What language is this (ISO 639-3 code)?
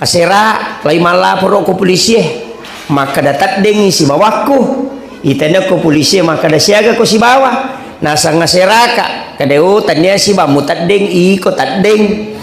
bug